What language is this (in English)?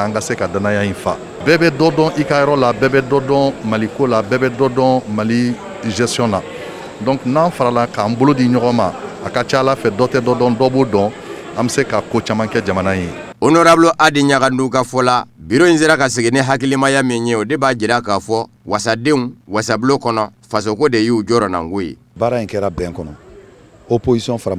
Bambara